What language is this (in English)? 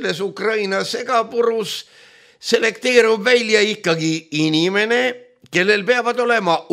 Estonian